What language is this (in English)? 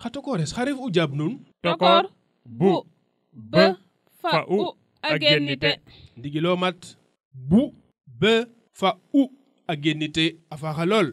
Serer